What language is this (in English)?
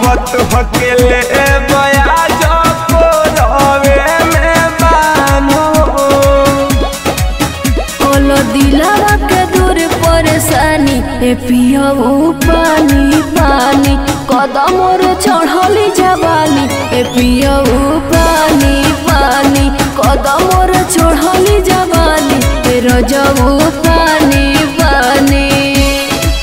Bhojpuri